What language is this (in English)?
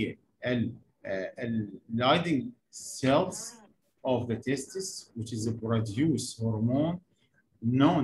Mesopotamian Arabic